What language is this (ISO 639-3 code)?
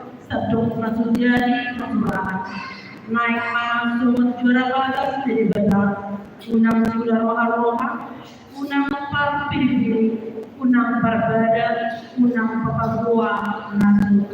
bbc